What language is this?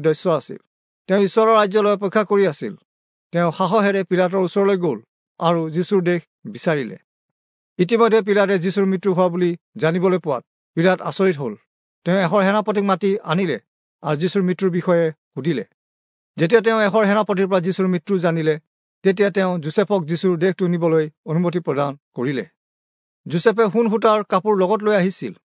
Assamese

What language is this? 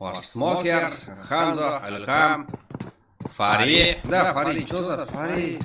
Kara-Kalpak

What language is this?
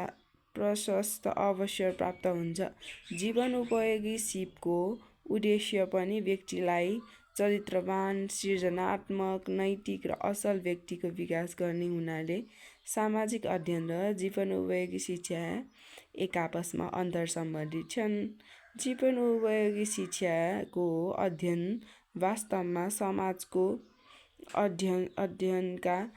Nepali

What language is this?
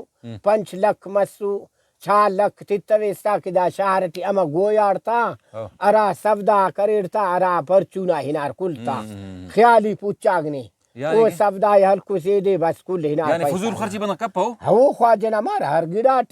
Brahui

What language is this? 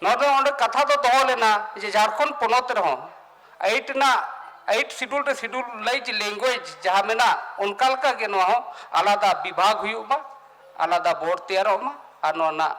Santali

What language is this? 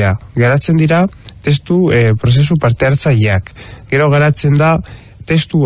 Basque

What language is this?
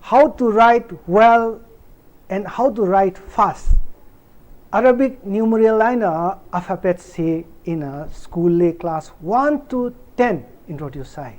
Tangkhul Naga (India)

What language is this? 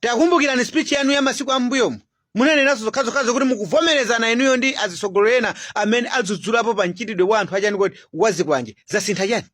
Nyanja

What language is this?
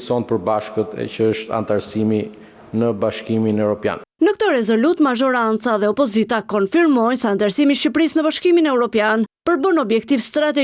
Albanian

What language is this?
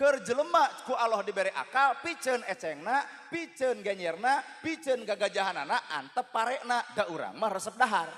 Sundanese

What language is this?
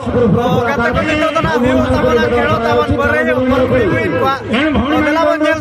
Santali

